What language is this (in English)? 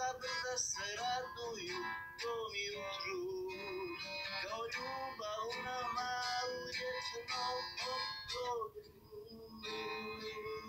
Croatian